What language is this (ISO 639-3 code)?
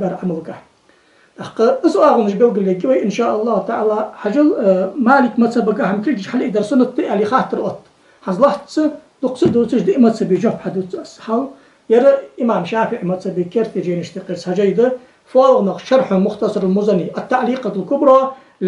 inh